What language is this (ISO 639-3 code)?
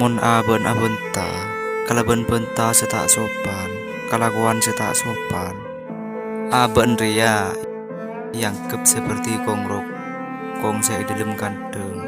mad